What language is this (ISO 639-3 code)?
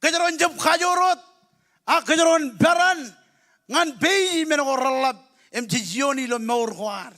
mah